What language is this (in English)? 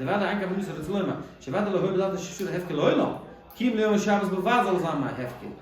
Yiddish